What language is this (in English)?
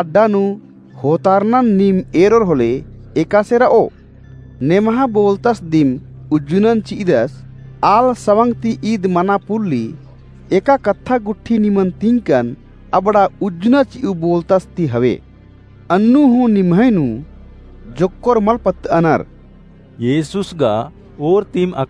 Kurukh